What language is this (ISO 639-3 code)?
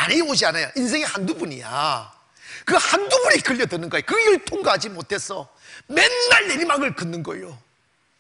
kor